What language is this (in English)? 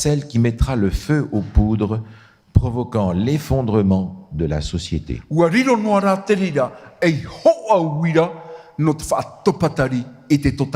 Tahitian